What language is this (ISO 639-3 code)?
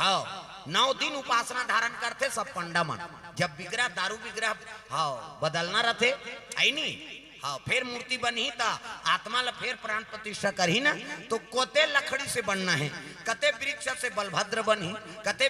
hne